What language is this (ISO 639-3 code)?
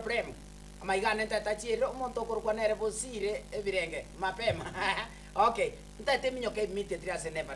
guz